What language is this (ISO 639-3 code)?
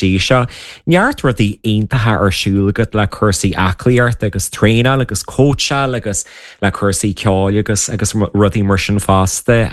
gle